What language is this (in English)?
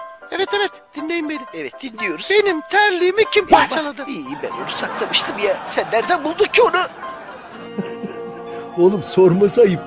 Turkish